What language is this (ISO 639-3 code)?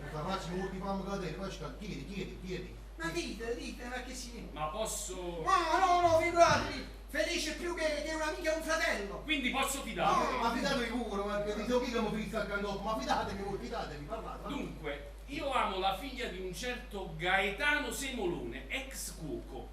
nap